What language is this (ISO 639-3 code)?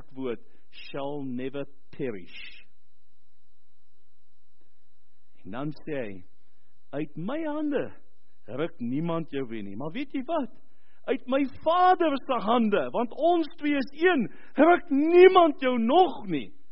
afr